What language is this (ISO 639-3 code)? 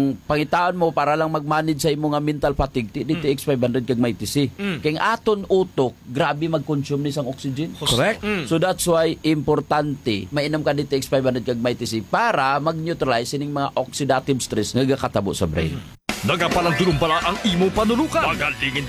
hil